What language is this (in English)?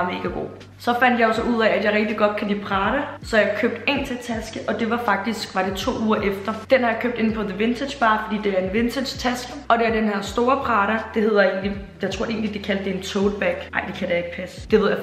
Danish